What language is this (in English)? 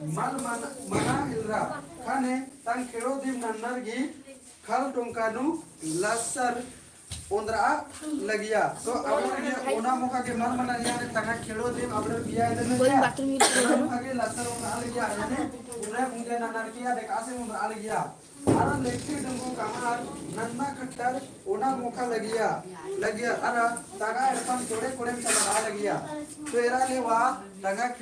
Kurukh